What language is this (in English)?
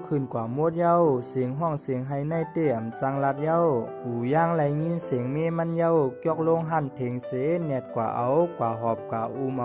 Shan